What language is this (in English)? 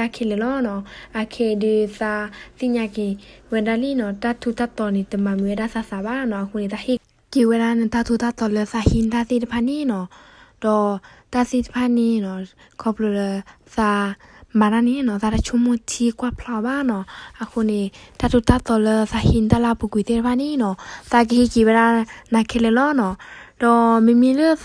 S'gaw Karen